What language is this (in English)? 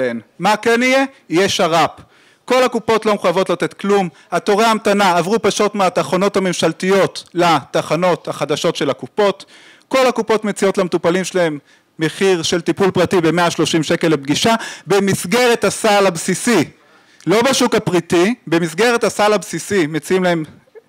Hebrew